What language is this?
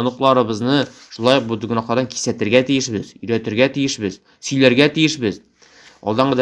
Tatar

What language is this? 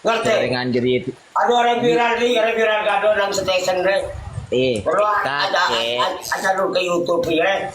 Madurese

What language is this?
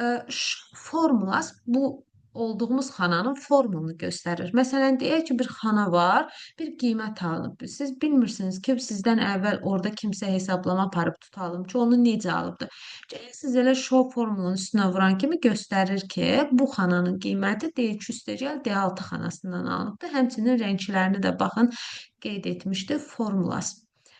Azerbaijani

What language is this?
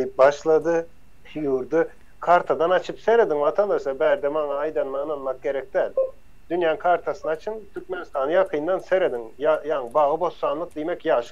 Turkmen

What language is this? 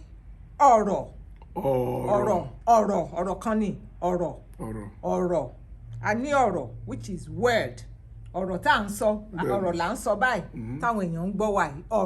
Yoruba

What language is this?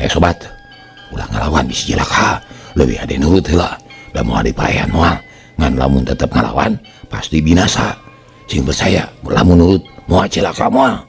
Sundanese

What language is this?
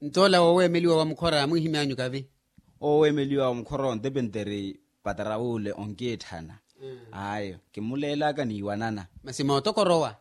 Makhuwa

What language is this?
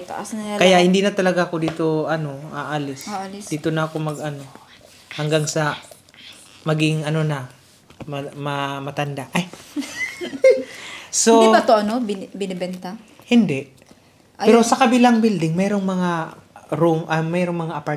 Filipino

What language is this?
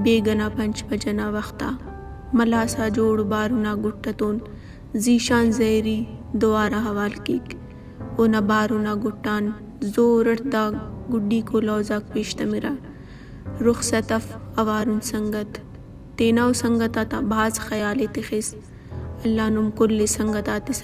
Brahui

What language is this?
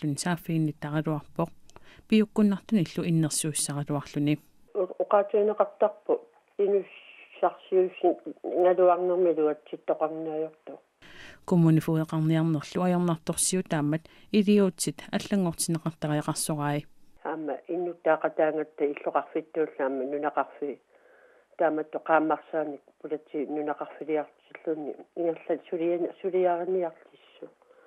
Kalaallisut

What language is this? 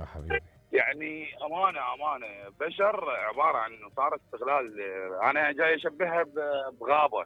Mesopotamian Arabic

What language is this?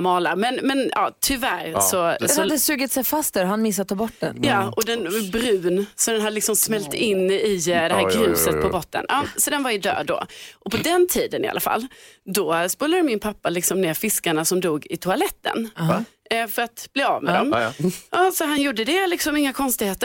Swedish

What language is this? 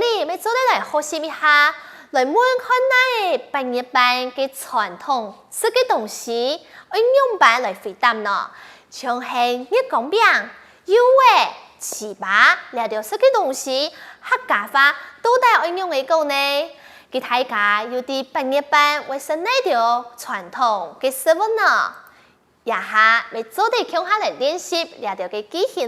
Hakka Chinese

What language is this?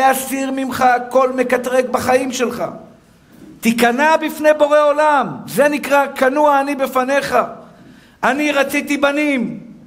Hebrew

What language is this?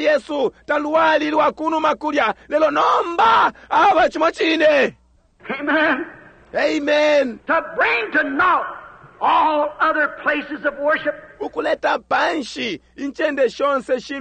Bemba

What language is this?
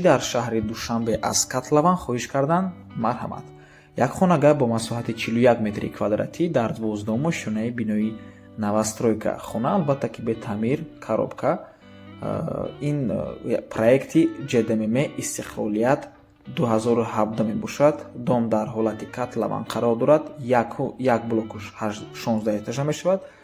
Tajik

